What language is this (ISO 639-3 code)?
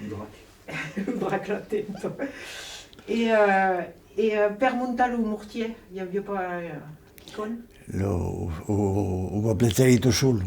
oci